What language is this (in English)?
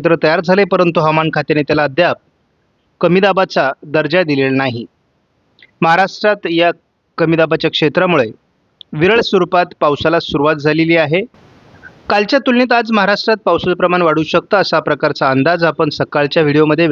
Marathi